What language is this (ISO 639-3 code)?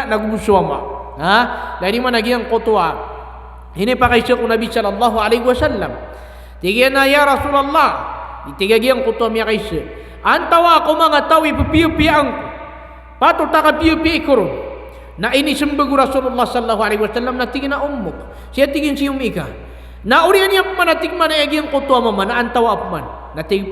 mrw